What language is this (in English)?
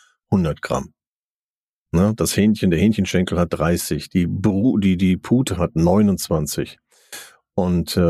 German